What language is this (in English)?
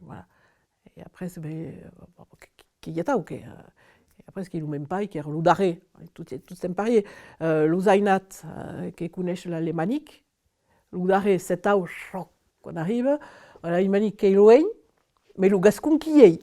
Occitan